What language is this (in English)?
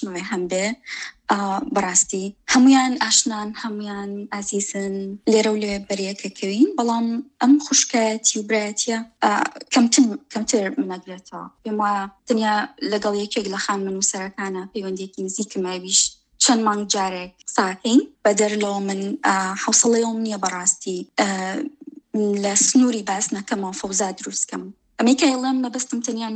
Central Kurdish